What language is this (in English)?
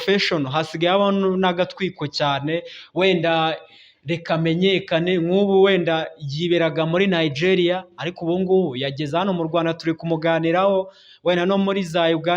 Kinyarwanda